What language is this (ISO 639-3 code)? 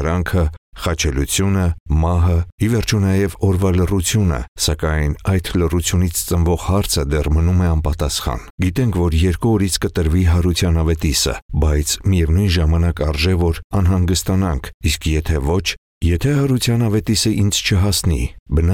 hye